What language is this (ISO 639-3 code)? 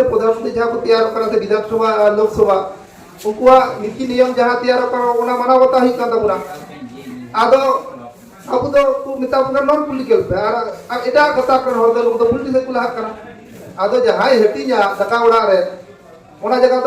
sat